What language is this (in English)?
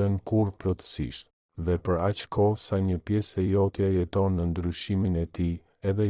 Albanian